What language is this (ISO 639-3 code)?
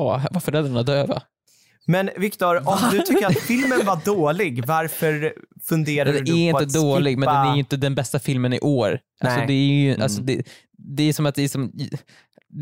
swe